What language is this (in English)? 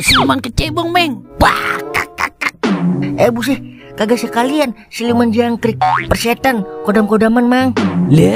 Betawi